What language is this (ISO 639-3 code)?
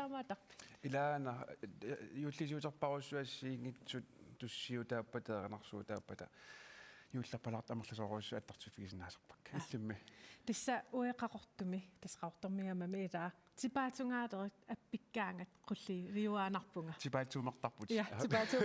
kal